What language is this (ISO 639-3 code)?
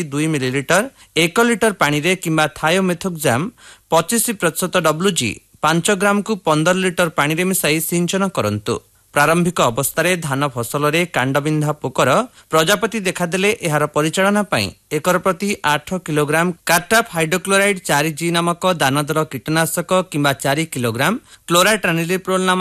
ori